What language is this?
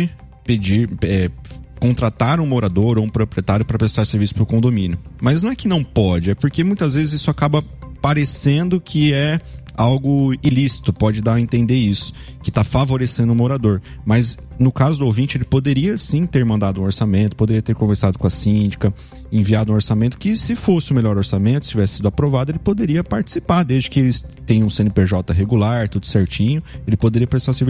Portuguese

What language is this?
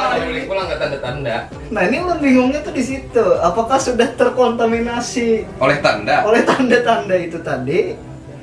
Banjar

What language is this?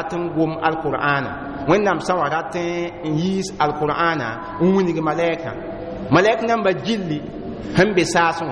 Mossi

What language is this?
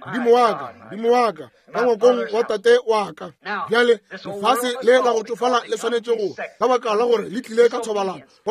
Northern Sotho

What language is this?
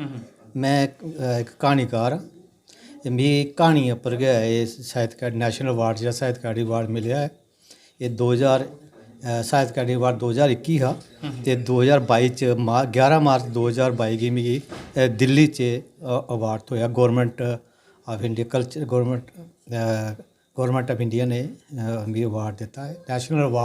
Dogri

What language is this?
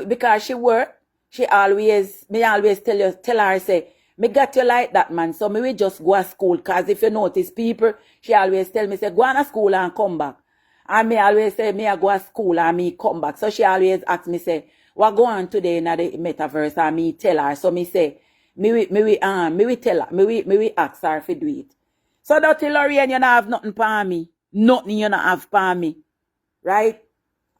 Jamaican Creole English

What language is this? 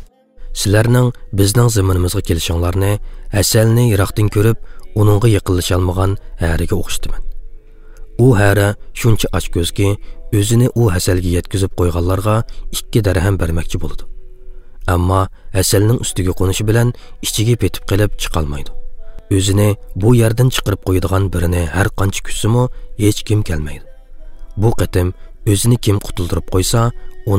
Uyghur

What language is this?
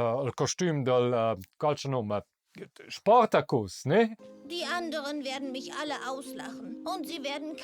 Romansh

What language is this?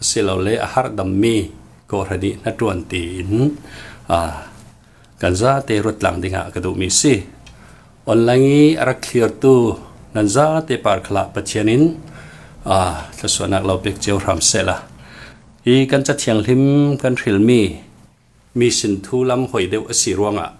Falam Chin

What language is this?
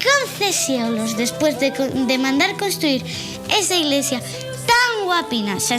Asturian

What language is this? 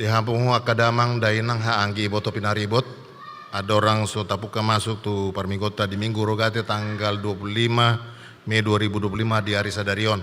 Batak Toba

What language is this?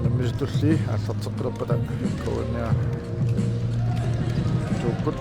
Kalaallisut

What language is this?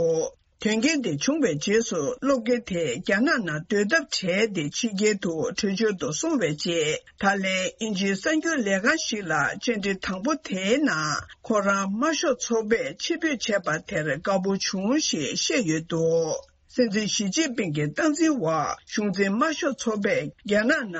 Tibetan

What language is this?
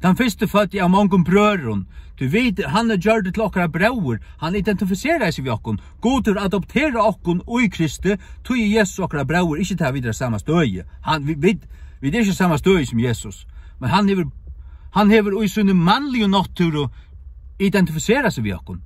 Faroese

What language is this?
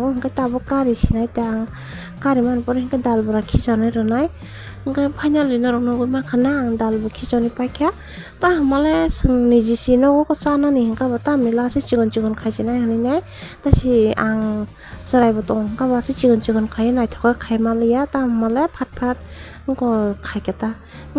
Kok Borok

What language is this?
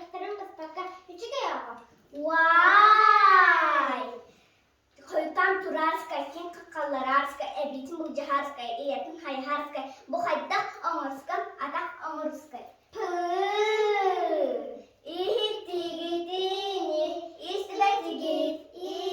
Yakut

